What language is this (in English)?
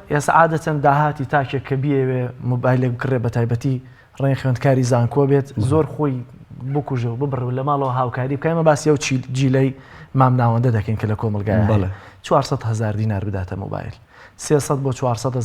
Central Kurdish